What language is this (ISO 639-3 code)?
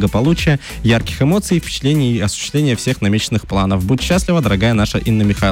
rus